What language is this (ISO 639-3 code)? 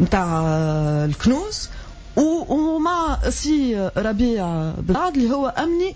aeb